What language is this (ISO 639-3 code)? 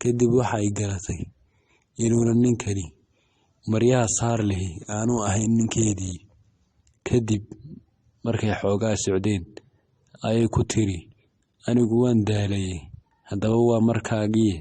som